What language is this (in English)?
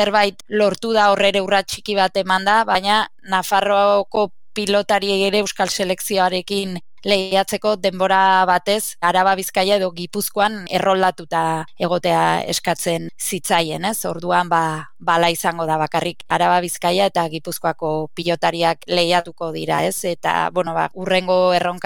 Basque